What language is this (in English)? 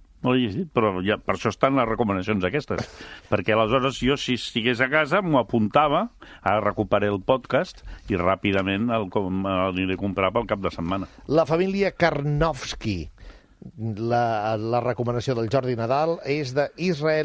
Catalan